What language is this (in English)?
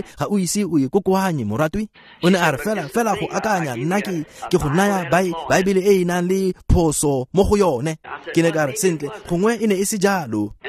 Tswana